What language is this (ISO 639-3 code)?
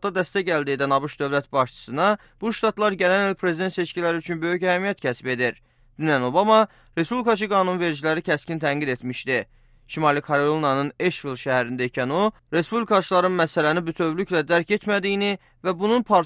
aze